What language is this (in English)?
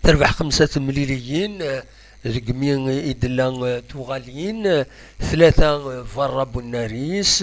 Kabyle